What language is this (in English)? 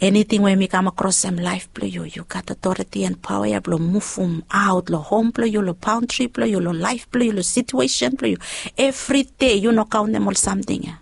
Bislama